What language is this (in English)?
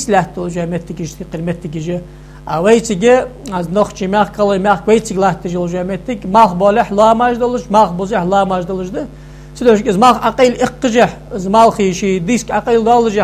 Ingush